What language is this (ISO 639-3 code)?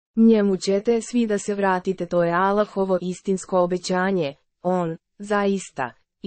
srp